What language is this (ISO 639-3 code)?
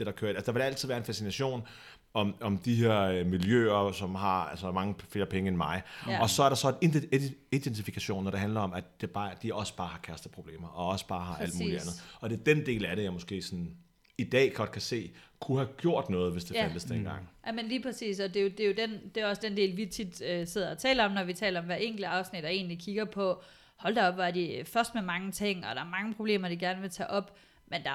dan